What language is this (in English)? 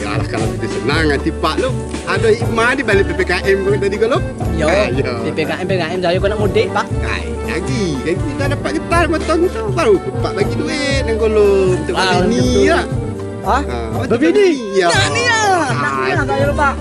Minangkabau